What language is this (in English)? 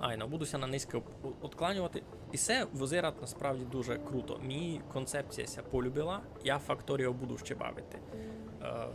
Rusyn